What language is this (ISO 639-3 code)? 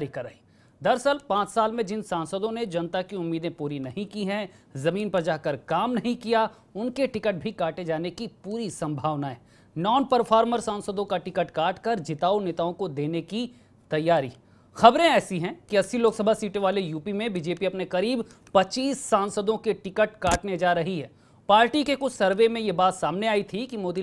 hin